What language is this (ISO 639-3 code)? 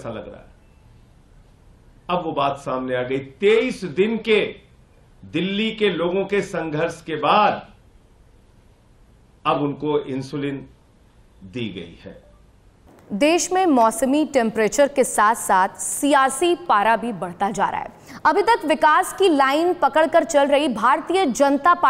hin